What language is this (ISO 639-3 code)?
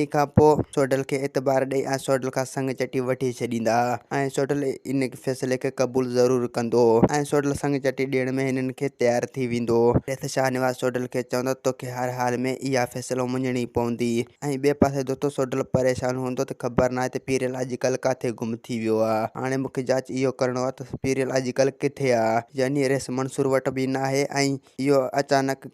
snd